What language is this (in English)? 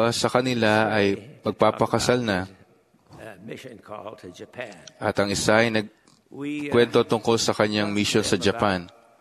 Filipino